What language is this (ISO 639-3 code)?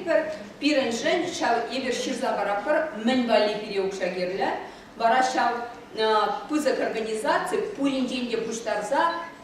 chv